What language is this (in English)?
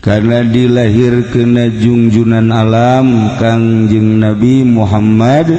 Sundanese